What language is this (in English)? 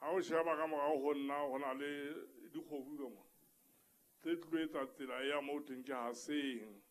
Southern Sotho